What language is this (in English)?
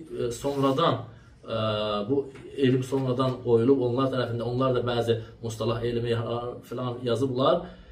Azerbaijani